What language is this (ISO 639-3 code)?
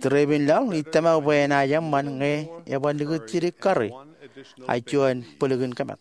mah